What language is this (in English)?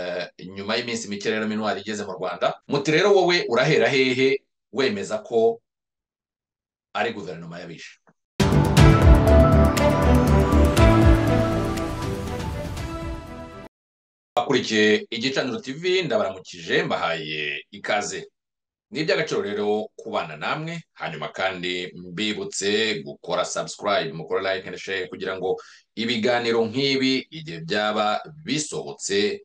Kinyarwanda